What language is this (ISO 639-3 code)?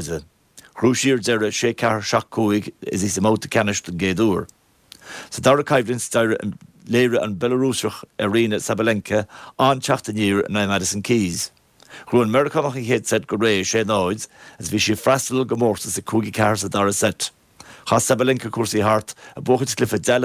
gle